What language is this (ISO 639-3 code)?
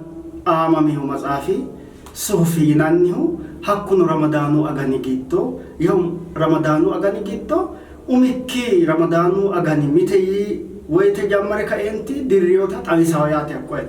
sid